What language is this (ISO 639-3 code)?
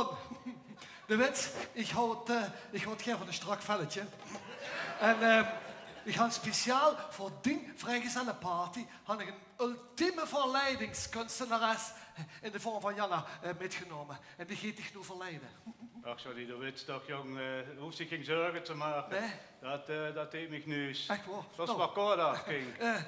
lim